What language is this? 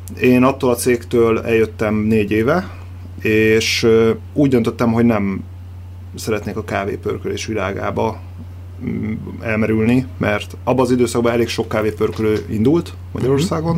Hungarian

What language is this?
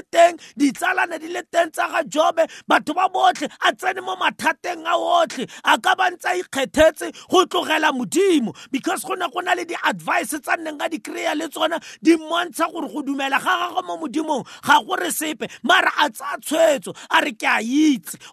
Tswana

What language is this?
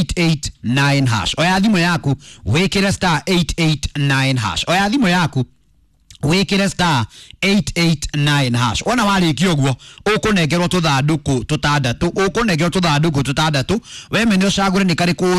Kikuyu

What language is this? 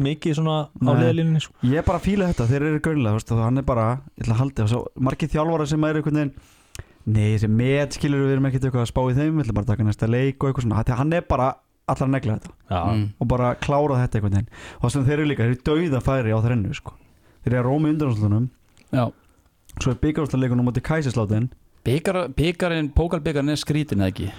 Icelandic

